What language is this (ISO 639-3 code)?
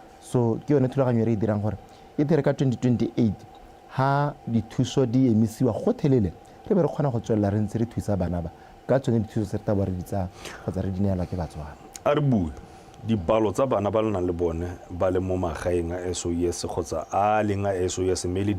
tsn